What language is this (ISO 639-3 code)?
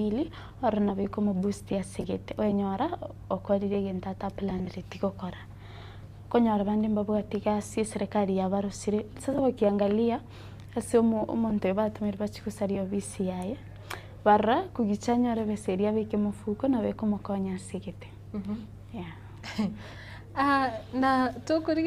guz